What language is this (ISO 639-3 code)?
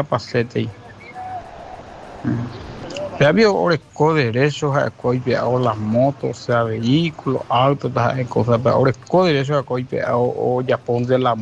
spa